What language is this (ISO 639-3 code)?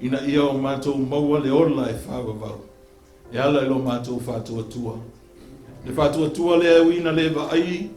smo